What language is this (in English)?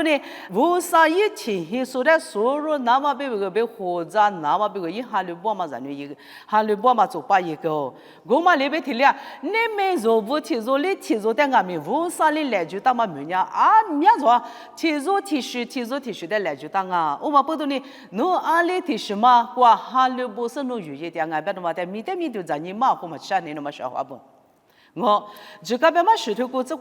Lisu